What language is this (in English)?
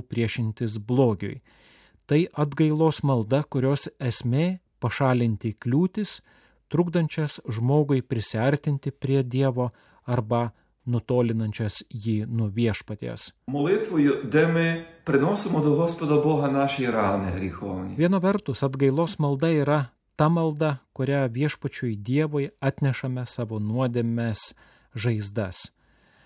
Lithuanian